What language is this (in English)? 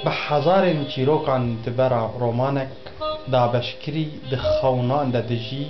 Kurdish